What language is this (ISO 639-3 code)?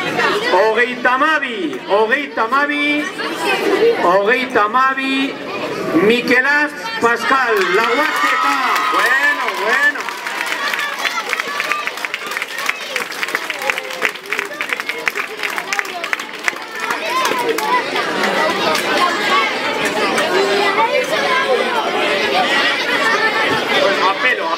eus